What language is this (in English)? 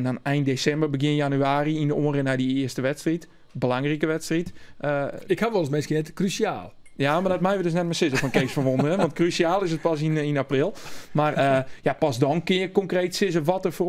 Western Frisian